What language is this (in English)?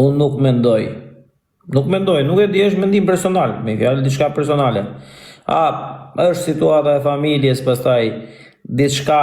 Albanian